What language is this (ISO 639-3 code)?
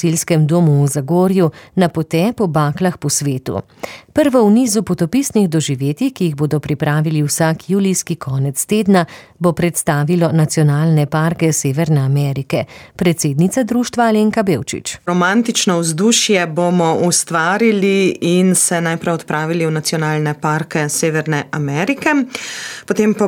slv